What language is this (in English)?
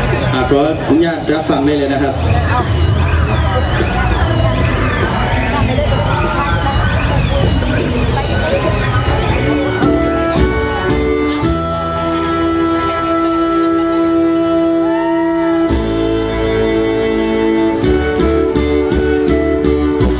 Thai